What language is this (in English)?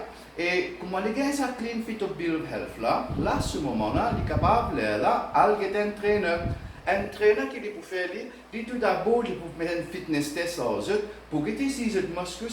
Morisyen